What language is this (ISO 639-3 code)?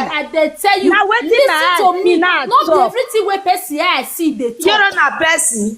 pcm